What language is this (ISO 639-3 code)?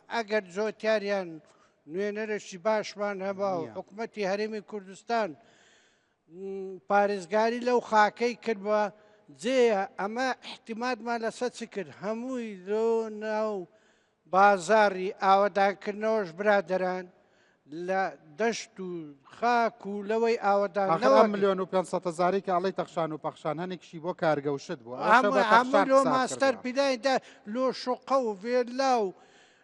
ckb